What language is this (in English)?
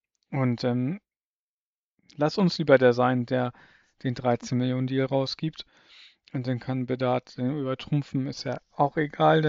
German